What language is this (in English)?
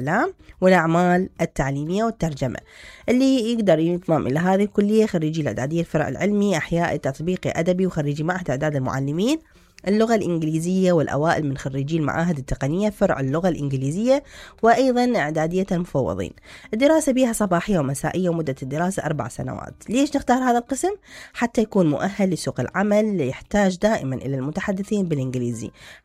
Mesopotamian Arabic